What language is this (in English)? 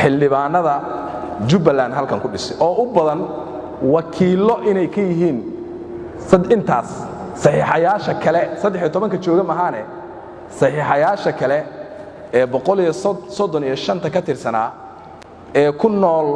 Somali